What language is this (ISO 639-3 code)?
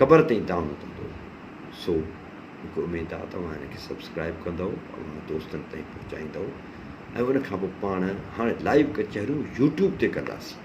snd